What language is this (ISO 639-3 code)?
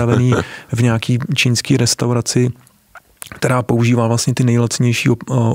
ces